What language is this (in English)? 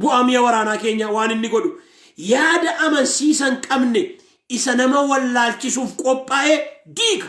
Oromo